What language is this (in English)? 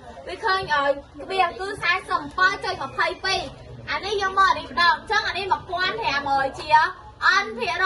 Khmer